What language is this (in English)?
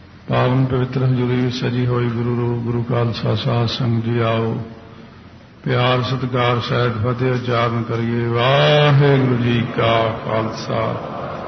Punjabi